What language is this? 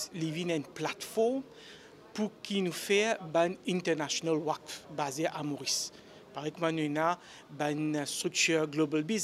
Morisyen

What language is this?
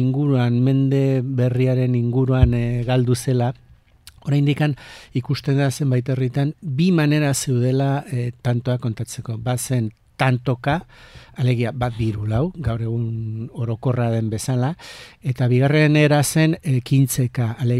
Basque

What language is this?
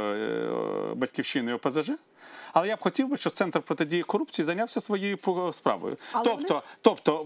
Ukrainian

